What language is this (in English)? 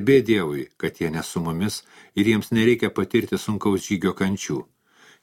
Lithuanian